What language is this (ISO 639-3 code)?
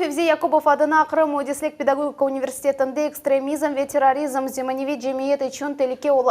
crh